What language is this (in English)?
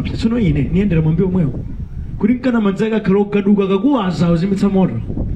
Nyanja